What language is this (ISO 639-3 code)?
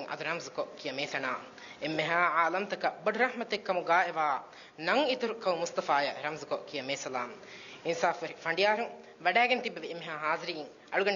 div